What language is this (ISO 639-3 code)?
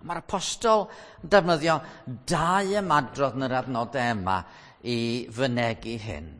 cym